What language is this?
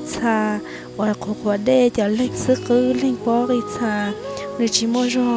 Hmong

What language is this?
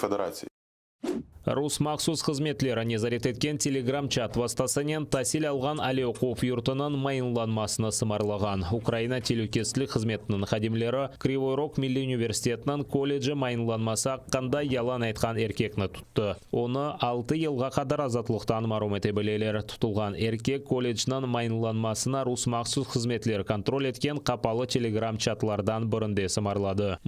Crimean Tatar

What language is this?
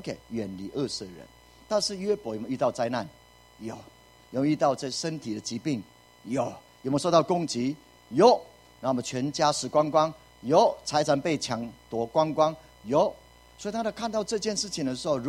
Chinese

